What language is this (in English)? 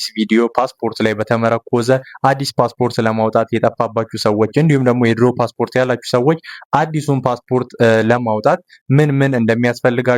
Amharic